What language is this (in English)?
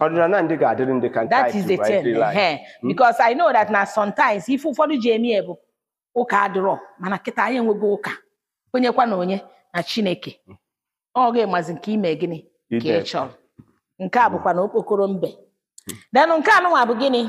Igbo